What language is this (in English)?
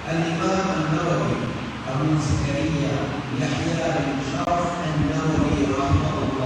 Divehi